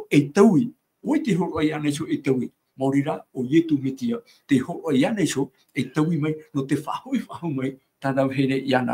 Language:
Tahitian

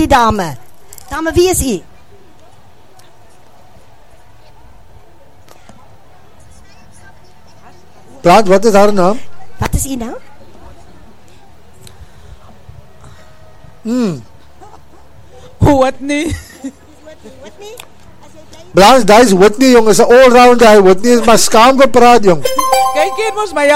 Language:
Afrikaans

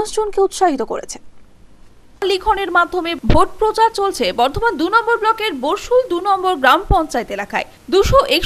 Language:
Bangla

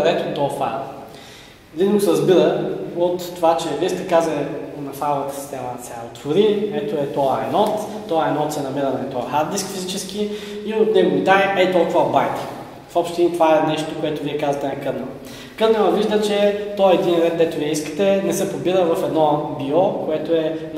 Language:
Bulgarian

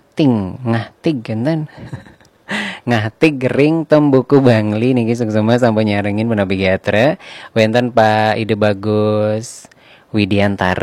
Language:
Balinese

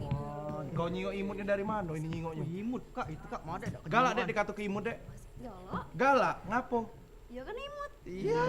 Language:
Musi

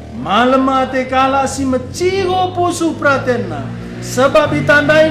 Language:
Batak Karo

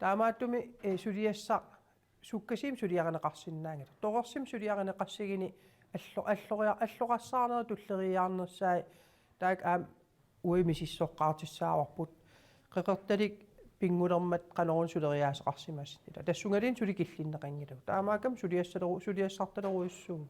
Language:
Kalaallisut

